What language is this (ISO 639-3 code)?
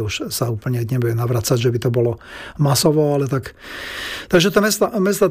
slk